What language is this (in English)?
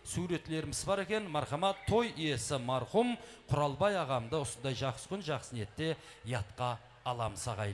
Kara-Kalpak